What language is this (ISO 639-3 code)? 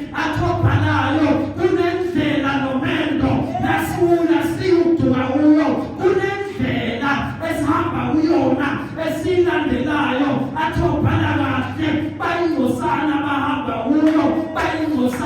zul